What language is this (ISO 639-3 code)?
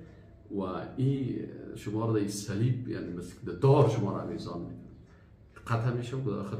fas